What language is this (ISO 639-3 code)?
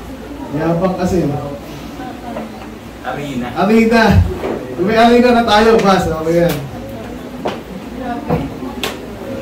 fil